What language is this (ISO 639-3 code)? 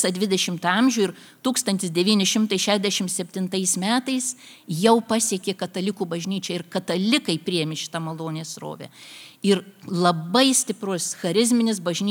lit